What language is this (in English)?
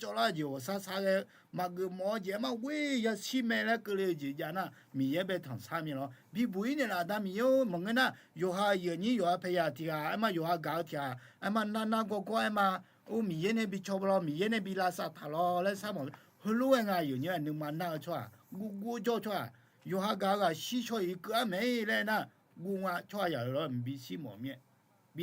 Akha